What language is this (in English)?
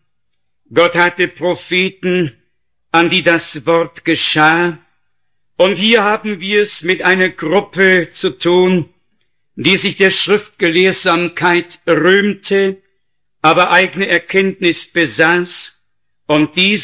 German